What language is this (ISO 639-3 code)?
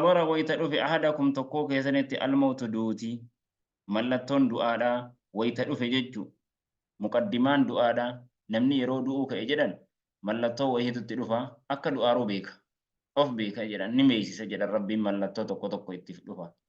orm